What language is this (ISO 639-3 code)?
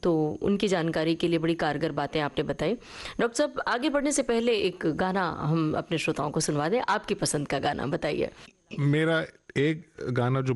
hin